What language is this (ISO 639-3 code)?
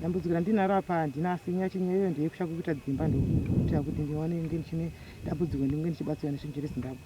sna